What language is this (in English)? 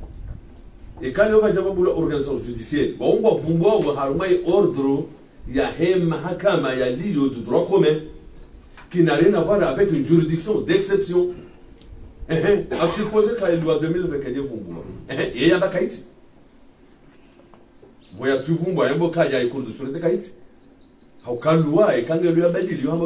Swahili